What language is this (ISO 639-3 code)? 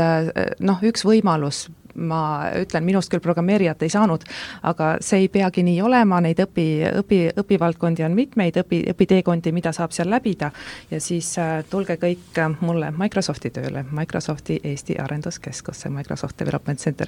est